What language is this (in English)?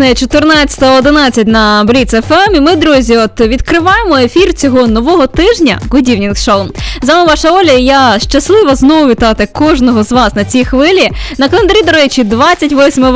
Ukrainian